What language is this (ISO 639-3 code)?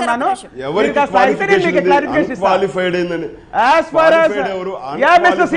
tel